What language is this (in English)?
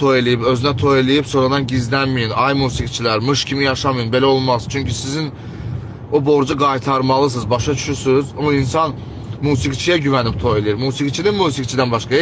Azerbaijani